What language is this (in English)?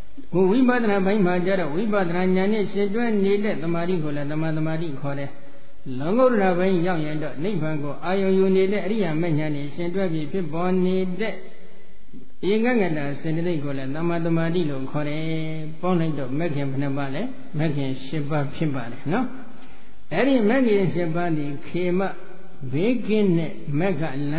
Burmese